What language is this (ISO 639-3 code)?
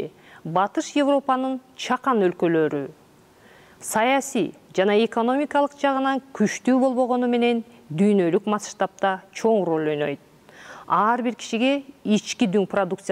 kir